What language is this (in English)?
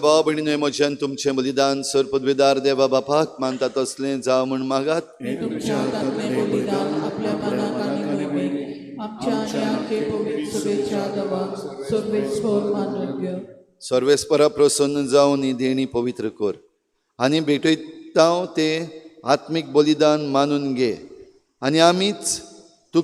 Konkani